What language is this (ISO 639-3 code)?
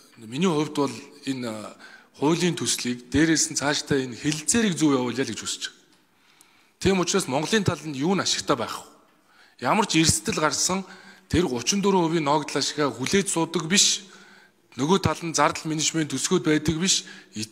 mon